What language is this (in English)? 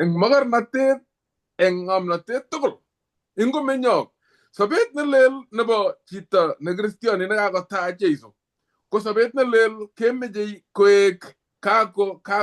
Kalenjin